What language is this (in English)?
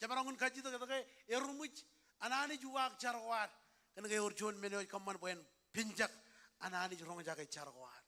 Marshallese